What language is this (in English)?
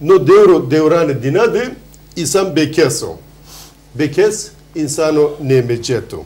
Zaza